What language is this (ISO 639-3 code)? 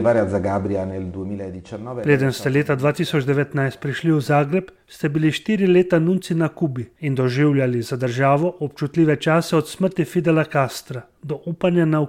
slv